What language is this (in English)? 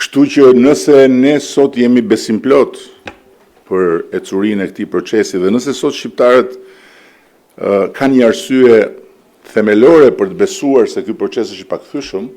Albanian